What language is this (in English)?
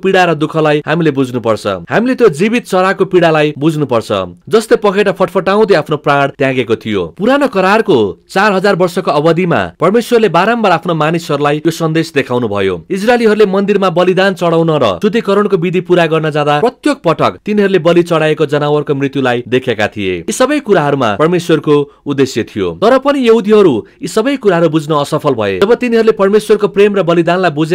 Nepali